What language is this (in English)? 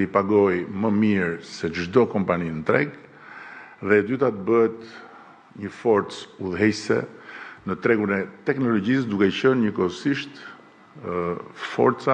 Albanian